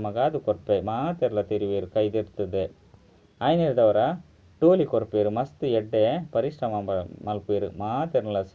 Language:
Tulu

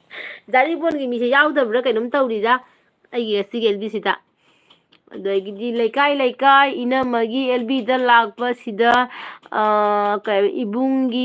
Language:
Manipuri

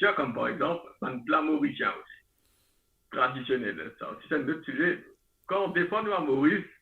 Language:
Morisyen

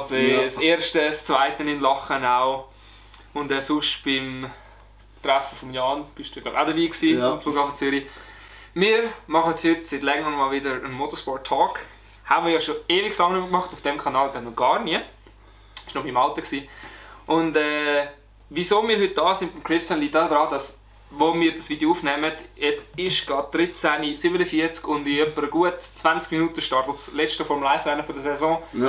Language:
Swiss German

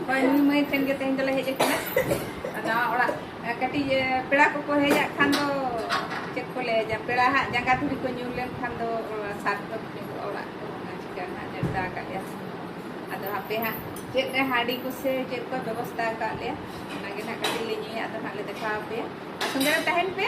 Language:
Santali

